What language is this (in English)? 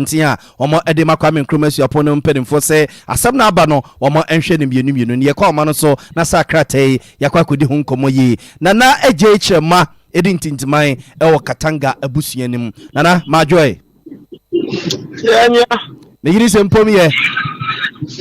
Akan